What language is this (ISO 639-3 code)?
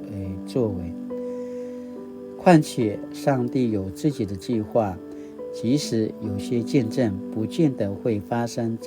pwn